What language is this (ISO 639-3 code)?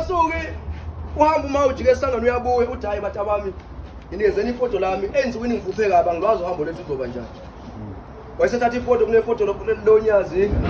zul